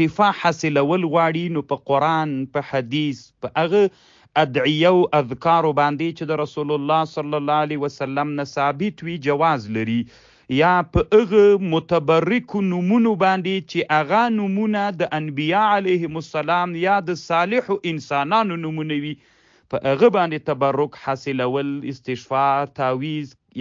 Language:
Pashto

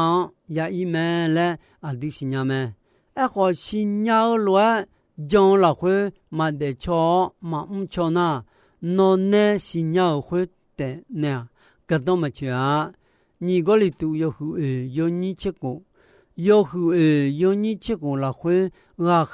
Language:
Akha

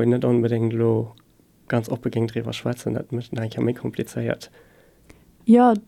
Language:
Luxembourgish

